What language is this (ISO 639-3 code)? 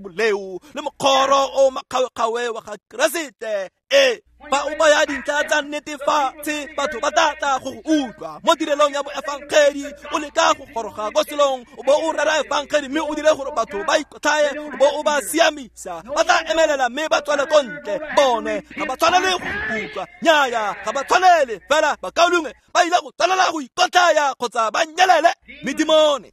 tsn